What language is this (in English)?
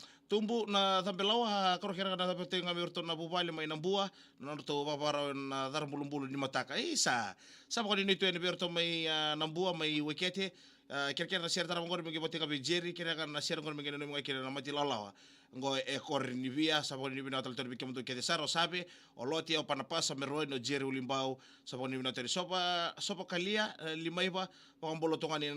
Fijian